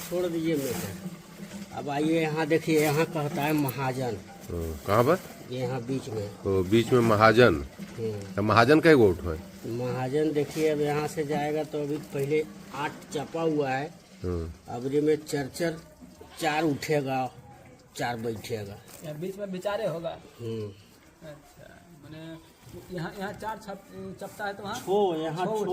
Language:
Magahi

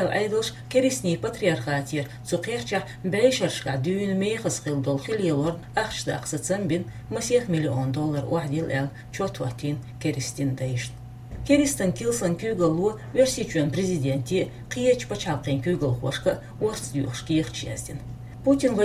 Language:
Chechen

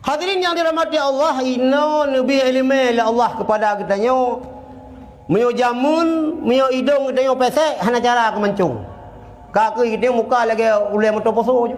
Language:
Achinese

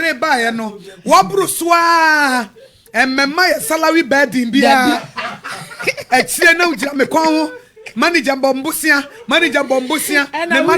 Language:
Akan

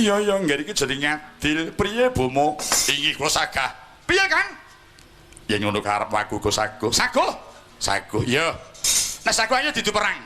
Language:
Javanese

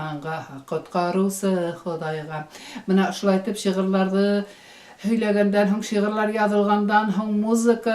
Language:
Bashkir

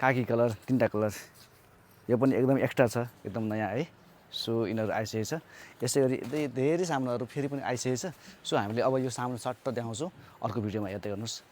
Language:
Nepali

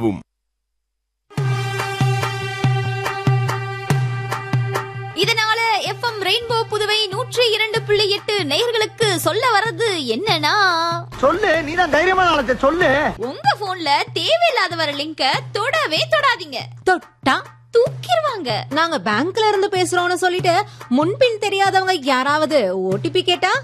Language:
Tamil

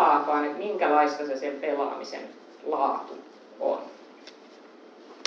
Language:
Finnish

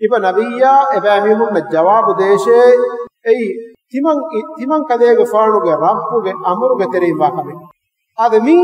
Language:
Divehi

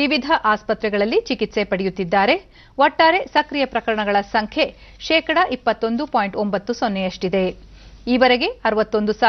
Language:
Kannada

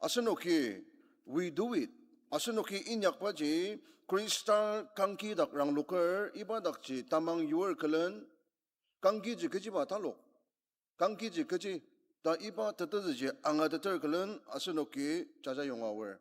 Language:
Ao Naga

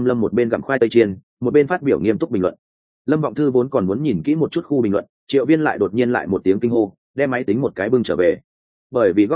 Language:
Vietnamese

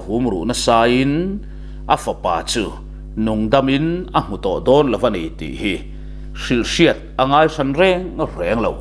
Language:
Mizo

